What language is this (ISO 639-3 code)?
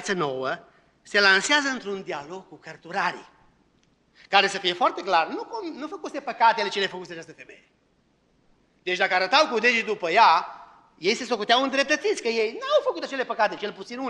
ron